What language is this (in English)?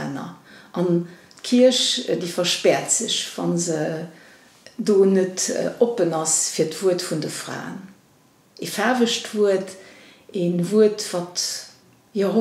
Luxembourgish